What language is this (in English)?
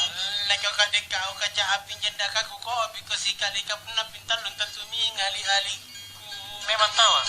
Makasar